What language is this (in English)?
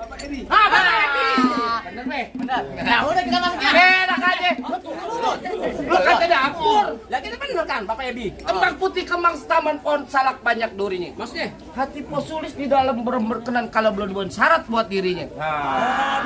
Betawi